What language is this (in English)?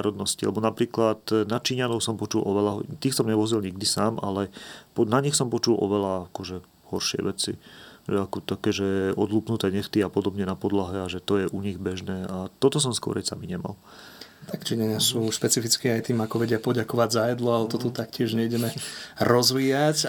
Slovak